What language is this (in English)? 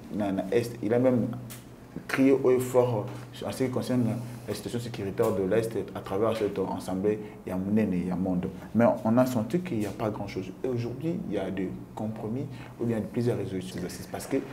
French